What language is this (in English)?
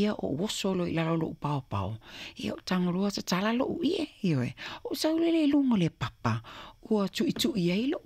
Samoan